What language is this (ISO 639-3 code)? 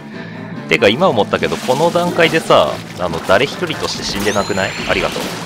jpn